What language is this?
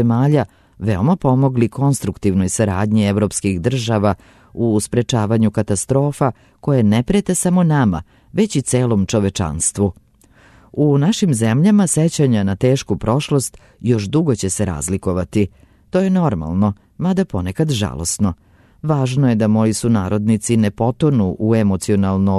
Serbian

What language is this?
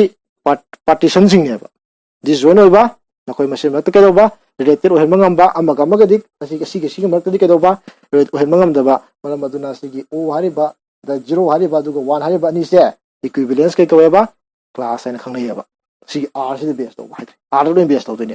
Manipuri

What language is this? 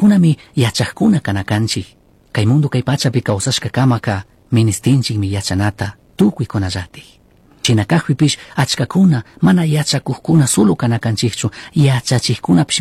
Chimborazo Highland Quichua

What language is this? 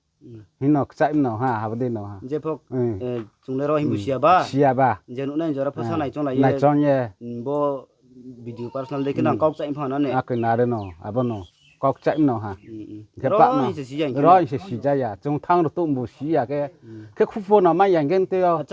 Riang (India)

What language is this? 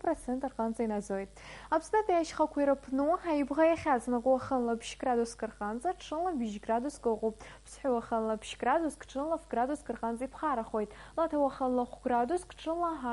Abkhazian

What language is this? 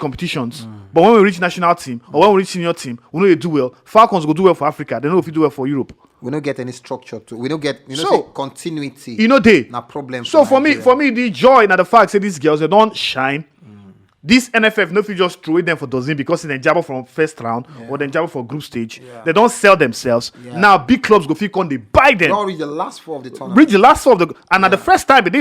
Nigerian Pidgin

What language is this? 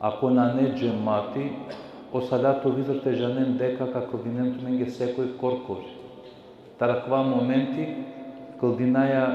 Balkan Romani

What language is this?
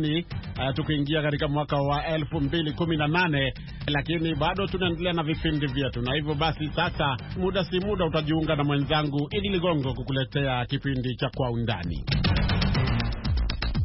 Swahili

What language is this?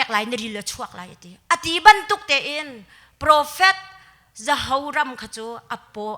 Hakha Chin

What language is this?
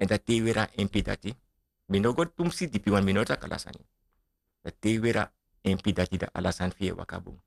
Sranan Tongo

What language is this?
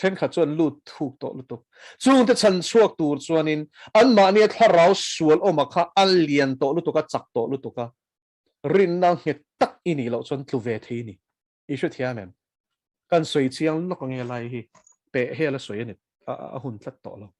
Mizo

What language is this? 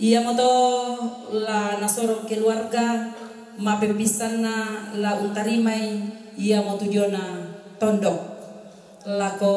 Toraja-Sa'dan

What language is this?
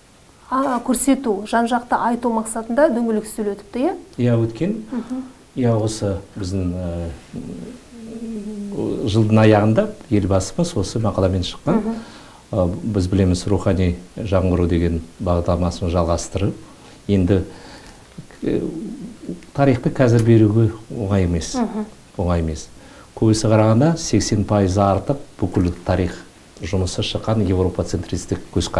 Kazakh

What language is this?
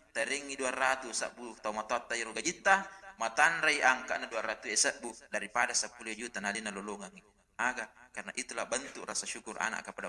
Buginese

